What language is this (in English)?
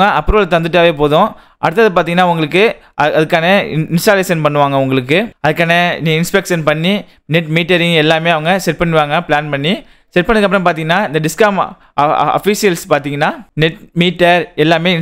Tamil